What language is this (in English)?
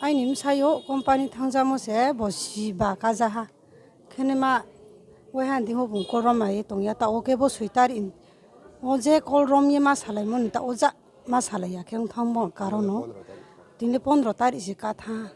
Riang (India)